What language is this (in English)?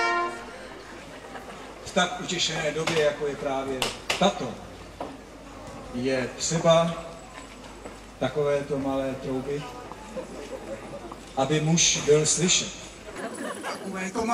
Czech